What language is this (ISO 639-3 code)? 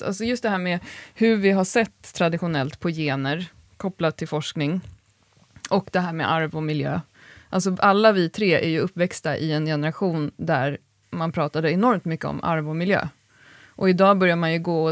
swe